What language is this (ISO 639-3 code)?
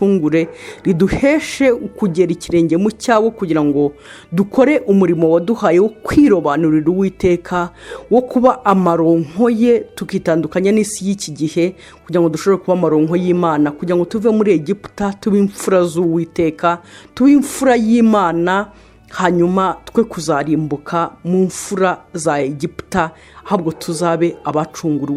kin